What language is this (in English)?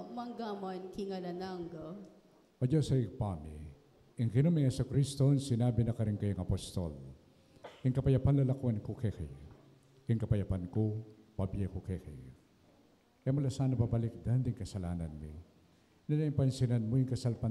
Pampanga